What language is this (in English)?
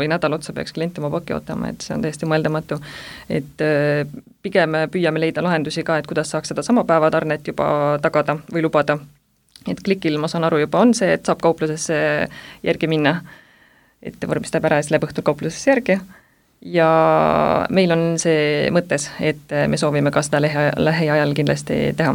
Estonian